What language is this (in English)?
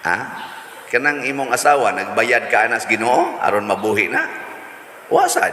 Cebuano